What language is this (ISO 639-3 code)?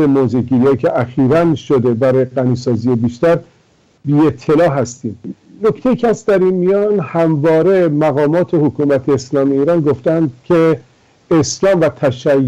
fas